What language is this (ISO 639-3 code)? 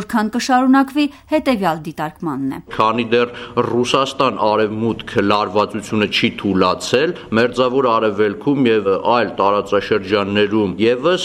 hye